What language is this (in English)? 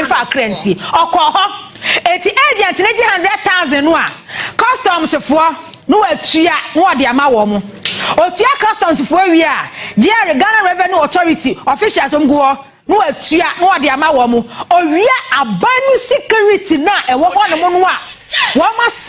Akan